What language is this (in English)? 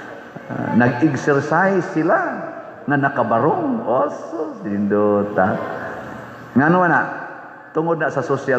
Cebuano